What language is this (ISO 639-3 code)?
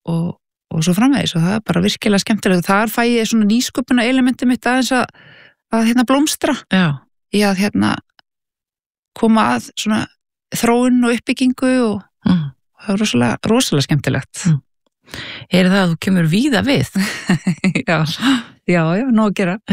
isl